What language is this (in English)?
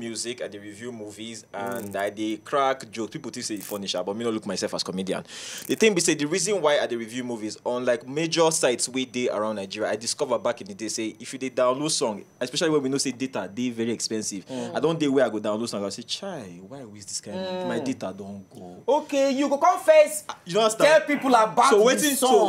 Nigerian Pidgin